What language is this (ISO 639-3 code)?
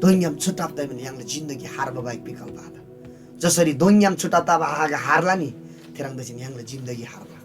taj